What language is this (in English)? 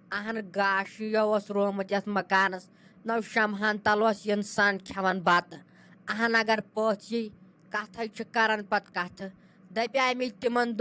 Kashmiri